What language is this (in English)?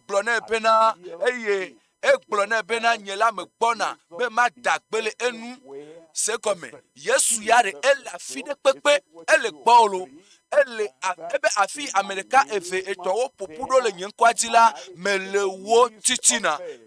Ewe